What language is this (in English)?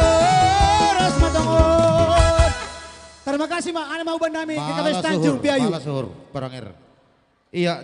Batak Simalungun